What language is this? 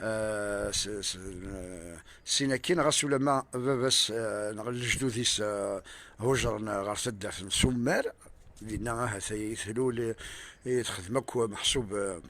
Kabyle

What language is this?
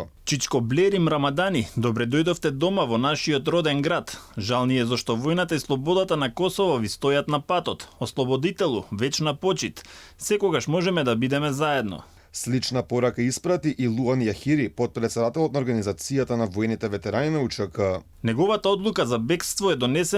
Macedonian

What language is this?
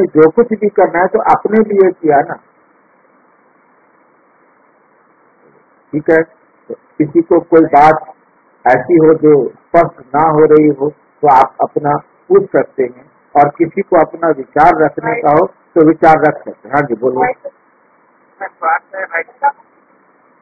Hindi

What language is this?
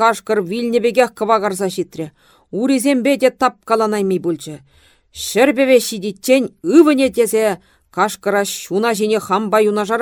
Chuvash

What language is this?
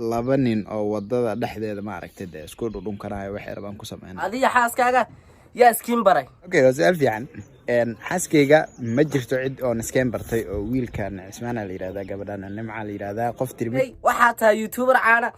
Somali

